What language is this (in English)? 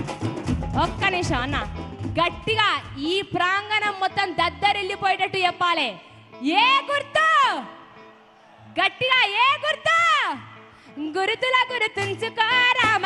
Telugu